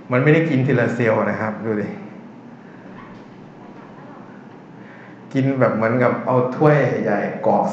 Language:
Thai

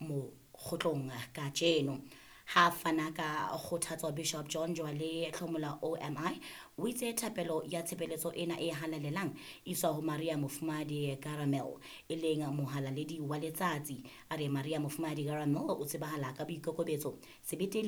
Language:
Southern Sotho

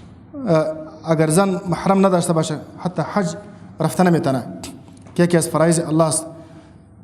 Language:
Persian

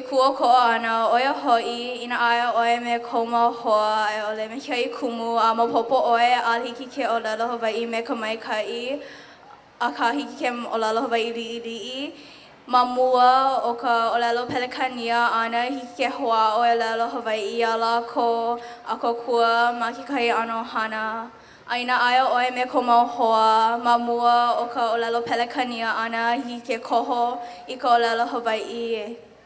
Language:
Hawaiian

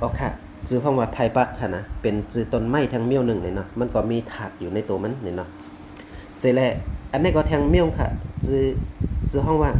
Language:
Shan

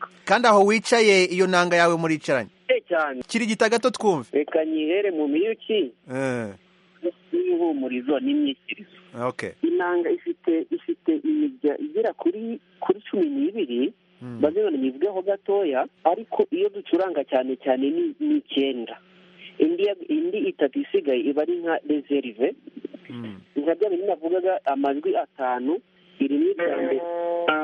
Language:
Kinyarwanda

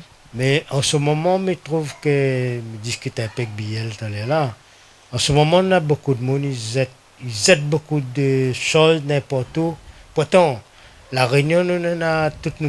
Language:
Réunion Creole French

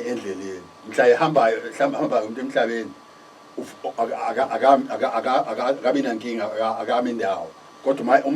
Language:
Zulu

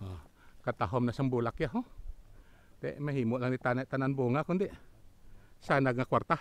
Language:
Hiligaynon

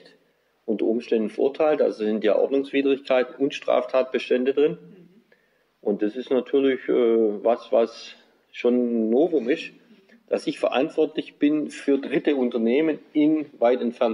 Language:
German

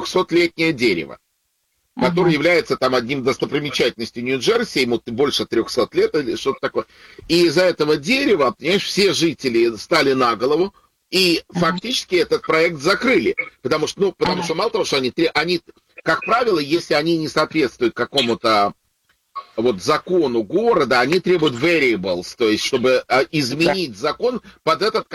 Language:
Russian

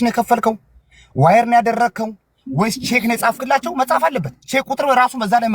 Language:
Amharic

